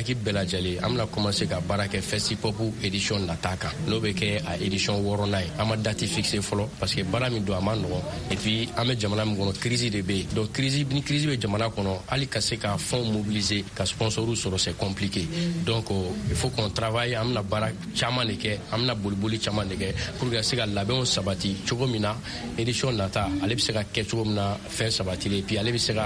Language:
Bambara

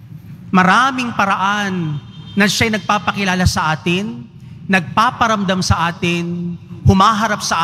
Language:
Filipino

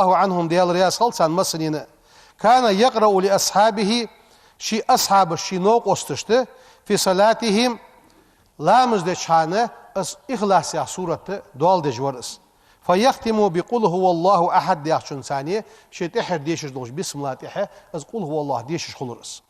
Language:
Ingush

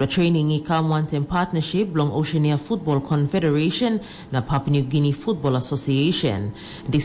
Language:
Tok Pisin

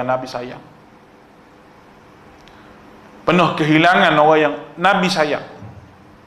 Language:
Malay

